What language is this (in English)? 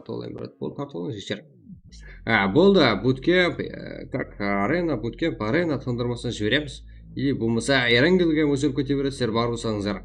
Kara-Kalpak